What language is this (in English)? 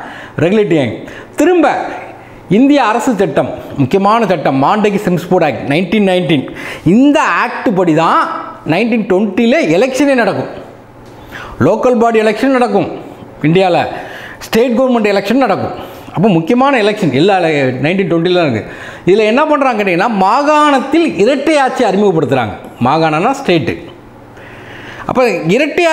Tamil